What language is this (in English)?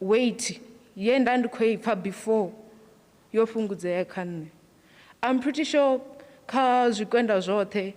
Venda